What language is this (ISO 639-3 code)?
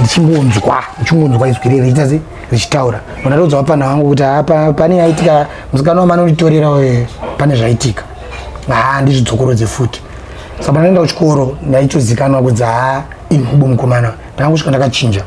sna